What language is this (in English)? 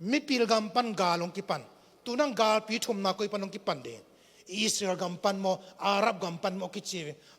Tedim Chin